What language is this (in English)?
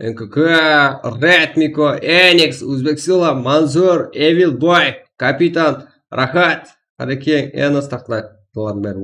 Kara-Kalpak